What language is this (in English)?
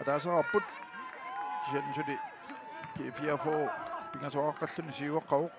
Kalaallisut